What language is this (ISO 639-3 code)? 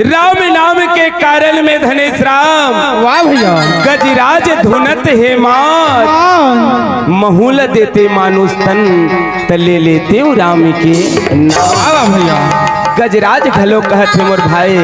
hne